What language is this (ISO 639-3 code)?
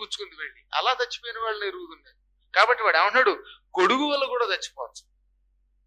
tel